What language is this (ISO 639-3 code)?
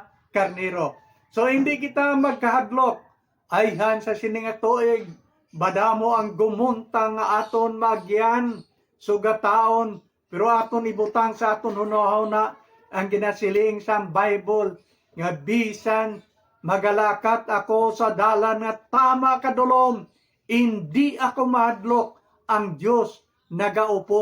hil